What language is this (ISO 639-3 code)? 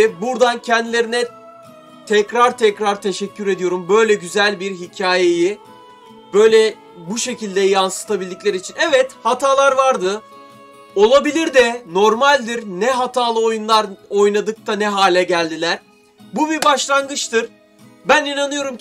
tur